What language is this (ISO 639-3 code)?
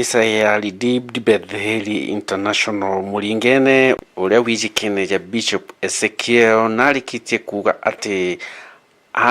mer